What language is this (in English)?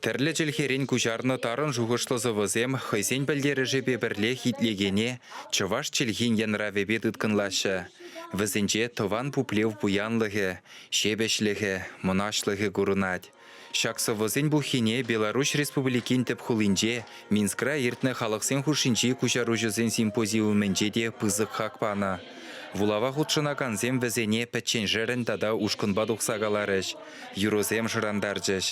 Chuvash